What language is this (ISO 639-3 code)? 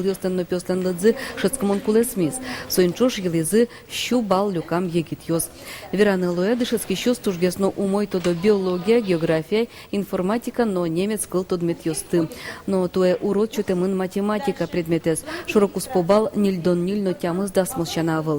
udm